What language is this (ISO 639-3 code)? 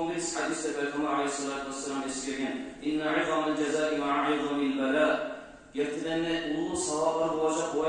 kum